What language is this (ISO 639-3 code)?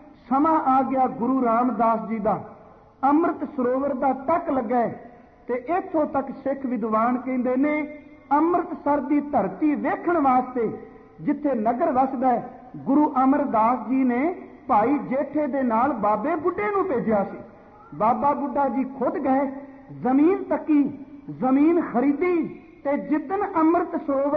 pan